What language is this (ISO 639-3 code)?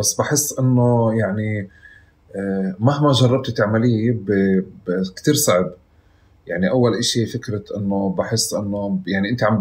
apc